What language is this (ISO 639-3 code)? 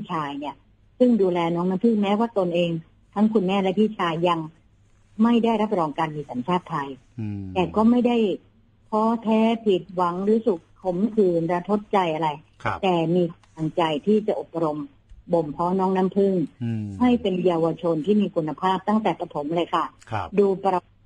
tha